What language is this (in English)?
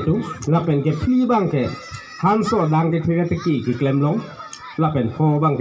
Karbi